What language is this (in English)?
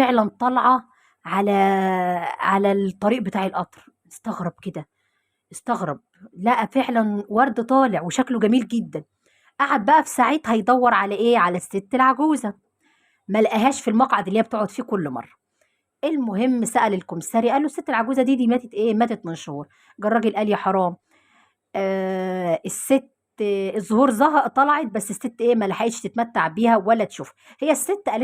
Egyptian Arabic